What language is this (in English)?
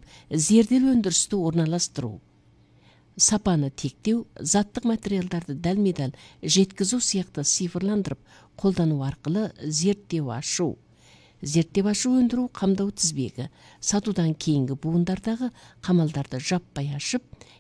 Kazakh